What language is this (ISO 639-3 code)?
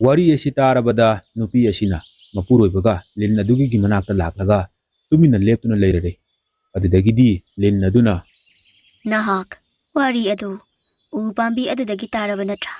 mni